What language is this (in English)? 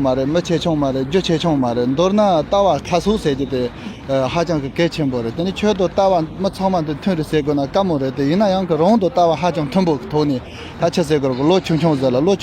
Tibetan